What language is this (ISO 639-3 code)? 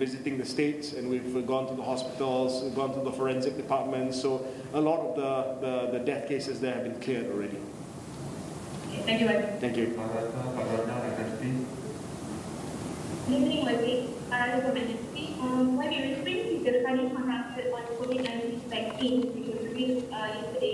msa